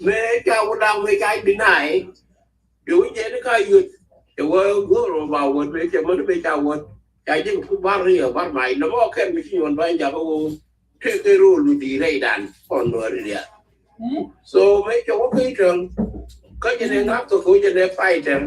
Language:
Nuer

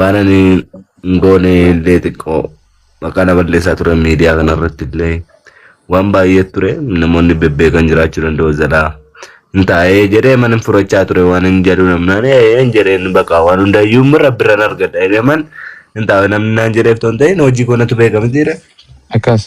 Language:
Oromo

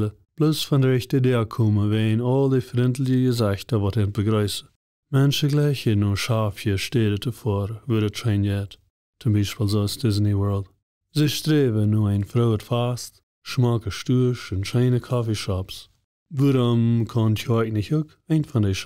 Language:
Plautdietsch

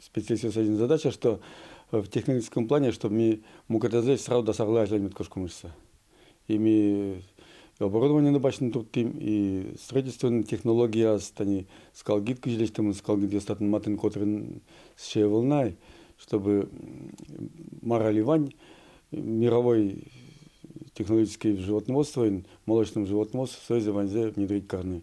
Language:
Udmurt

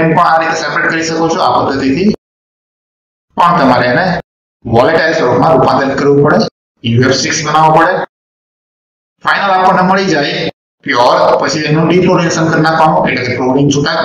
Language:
Gujarati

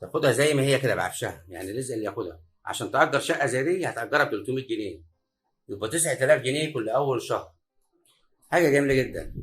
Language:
Egyptian Arabic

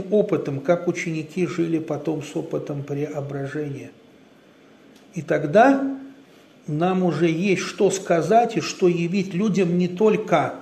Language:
Russian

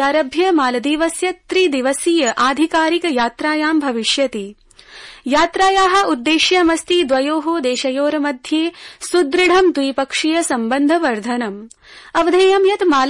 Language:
Sanskrit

